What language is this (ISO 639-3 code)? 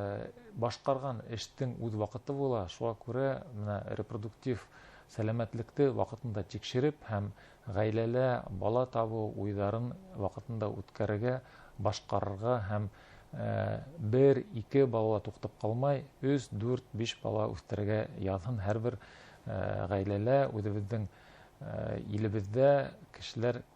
bak